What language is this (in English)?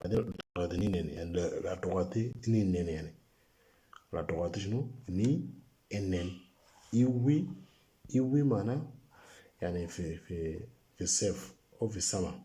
Moro